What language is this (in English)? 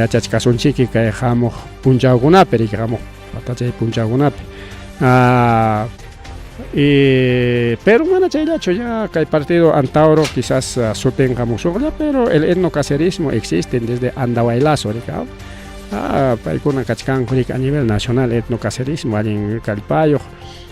Ayacucho Quechua